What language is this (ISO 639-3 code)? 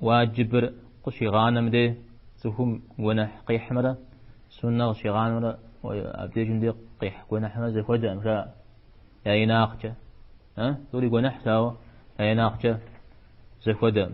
kbd